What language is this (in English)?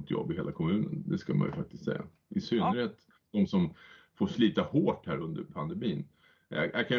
Swedish